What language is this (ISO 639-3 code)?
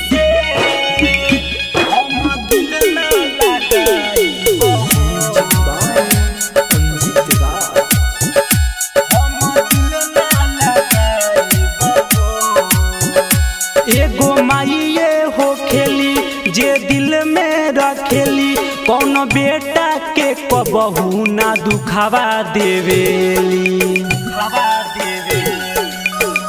bho